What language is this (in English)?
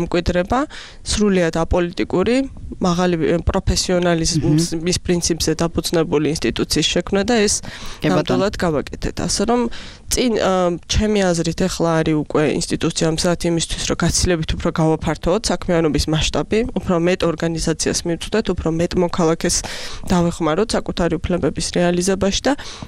Georgian